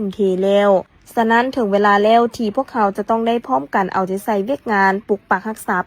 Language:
Lao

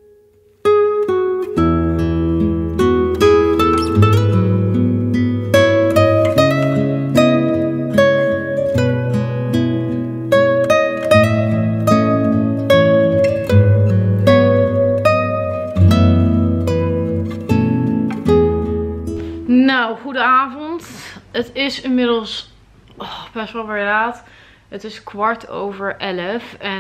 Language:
Dutch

